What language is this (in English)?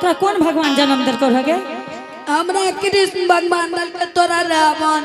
Angika